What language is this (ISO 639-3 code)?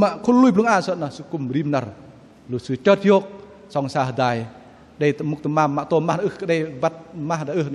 bdq